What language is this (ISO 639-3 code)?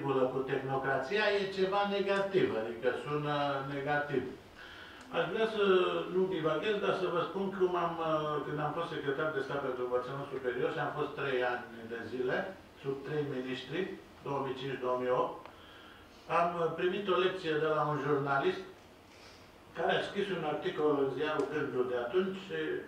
ron